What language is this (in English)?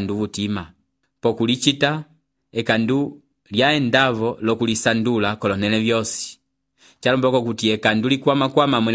Umbundu